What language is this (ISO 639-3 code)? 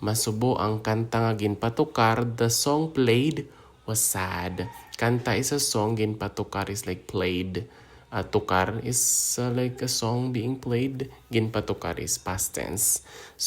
hil